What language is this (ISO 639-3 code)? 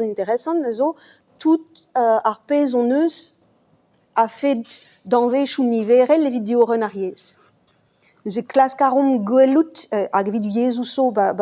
bre